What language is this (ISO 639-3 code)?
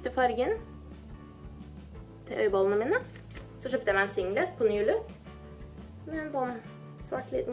nor